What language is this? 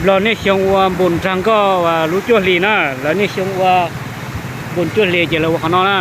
Hmong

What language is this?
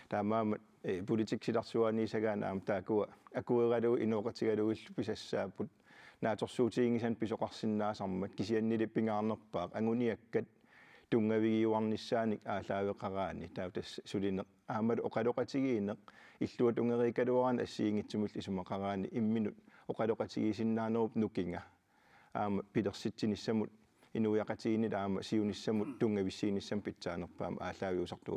Kalaallisut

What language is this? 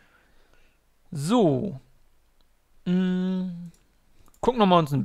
German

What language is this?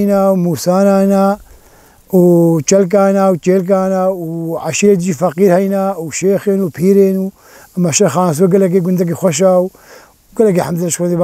Kurdish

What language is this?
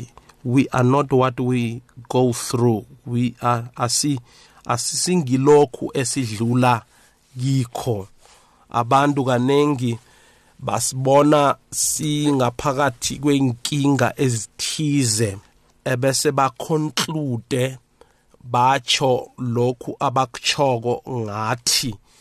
South Ndebele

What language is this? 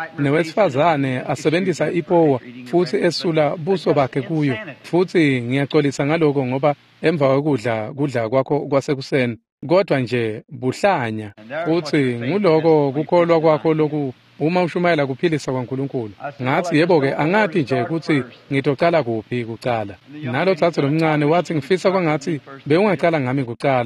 Swati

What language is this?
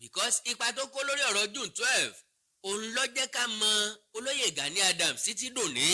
Yoruba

